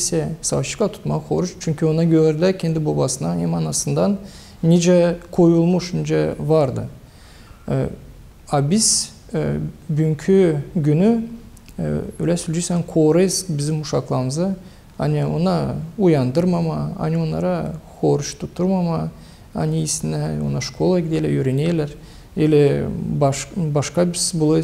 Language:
Gagauz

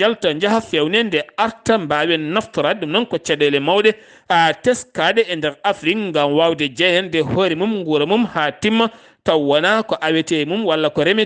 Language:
Fula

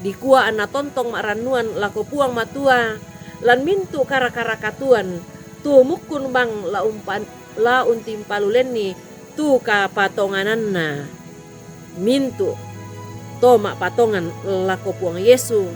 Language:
Toraja-Sa'dan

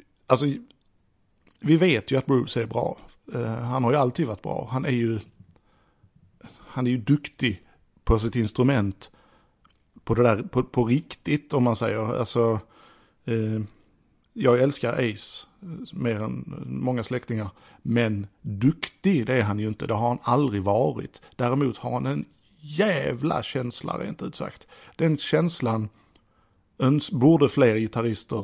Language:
Swedish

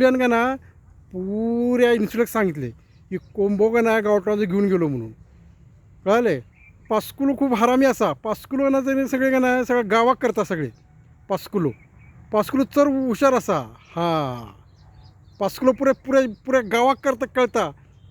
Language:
Konkani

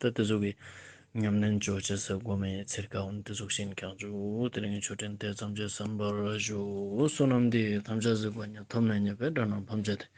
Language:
Ladakhi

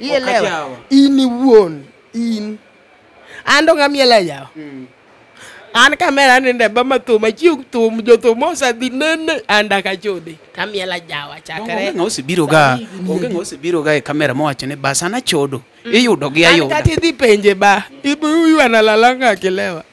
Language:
Luo (Kenya and Tanzania)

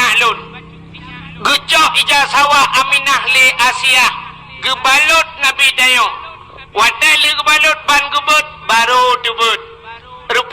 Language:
Achinese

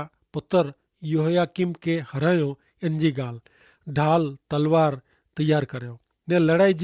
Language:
Kachhi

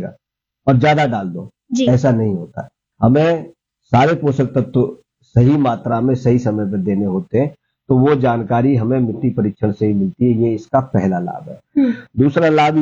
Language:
Hindi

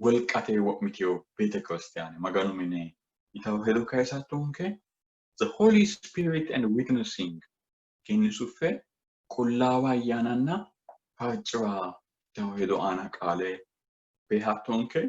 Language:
Sidamo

